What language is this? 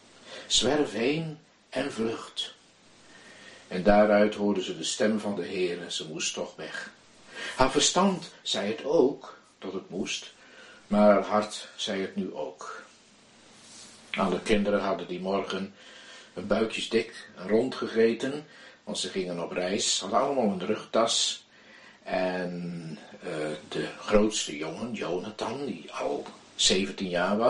Dutch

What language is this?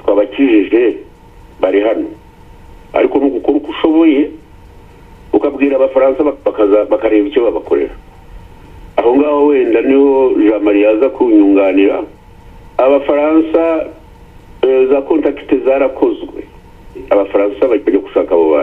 Kinyarwanda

